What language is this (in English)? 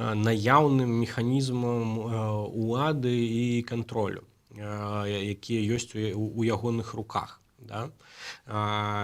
Belarusian